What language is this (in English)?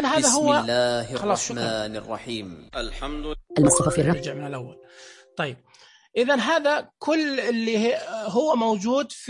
Najdi Arabic